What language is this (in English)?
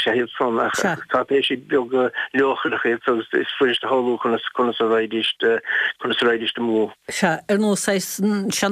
Irish